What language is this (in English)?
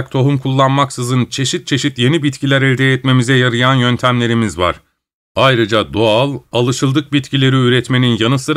Turkish